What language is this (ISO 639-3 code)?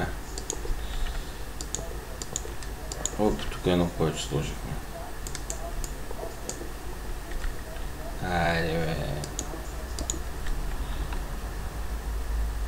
bul